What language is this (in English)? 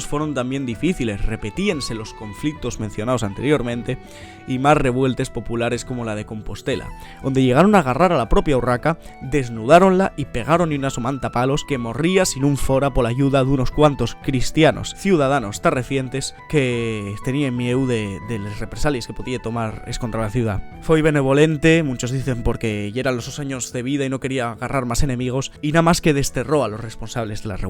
Asturian